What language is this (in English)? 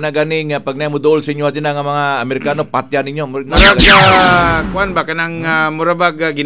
Cebuano